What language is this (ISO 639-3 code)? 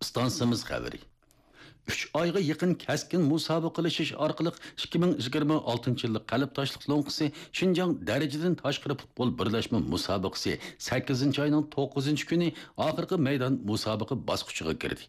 uig